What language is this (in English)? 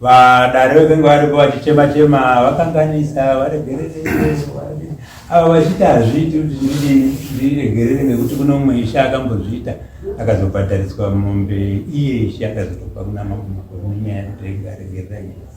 Shona